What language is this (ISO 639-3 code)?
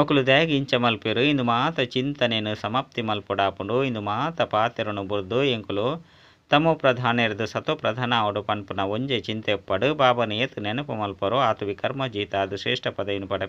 tcy